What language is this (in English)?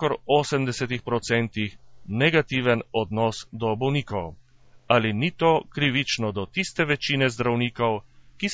Slovenian